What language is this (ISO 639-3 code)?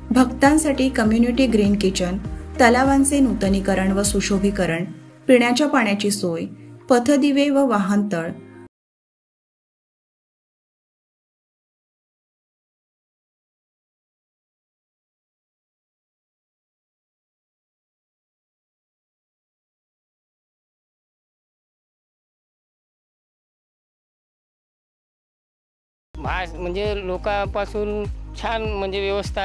mar